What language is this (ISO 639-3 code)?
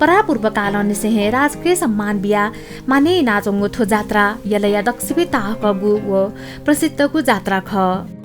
new